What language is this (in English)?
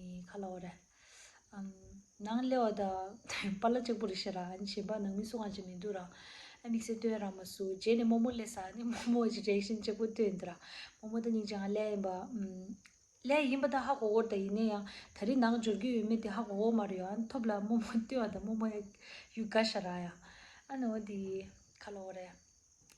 Tibetan